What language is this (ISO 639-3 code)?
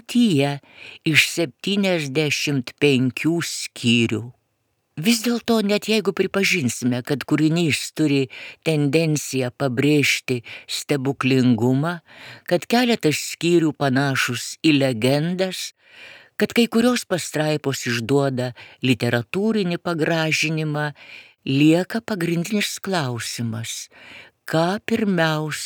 lit